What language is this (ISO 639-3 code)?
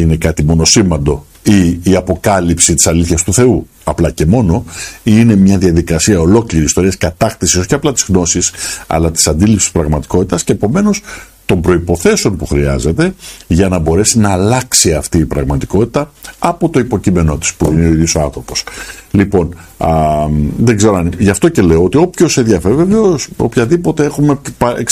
ell